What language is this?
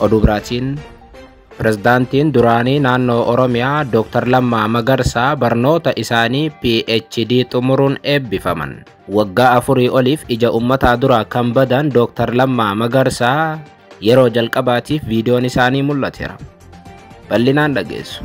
Oromo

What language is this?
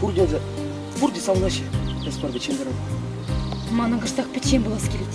Chuvash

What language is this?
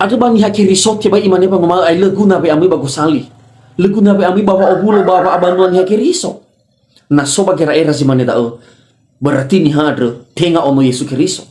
Nias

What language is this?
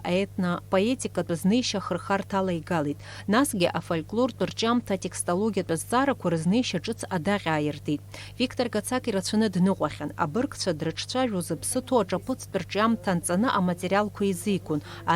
Abkhazian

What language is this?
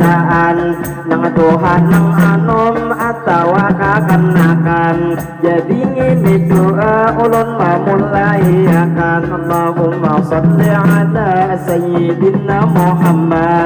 Banjar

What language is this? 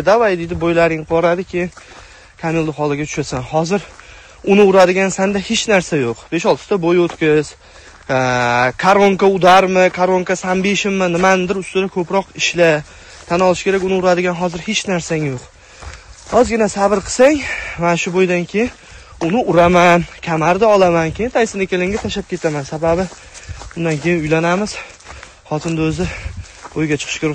Uzbek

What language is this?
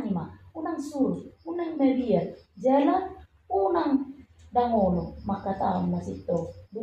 Batak Toba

